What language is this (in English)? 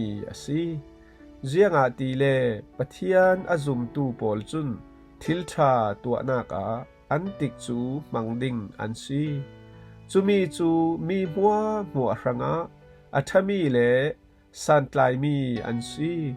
Falam Chin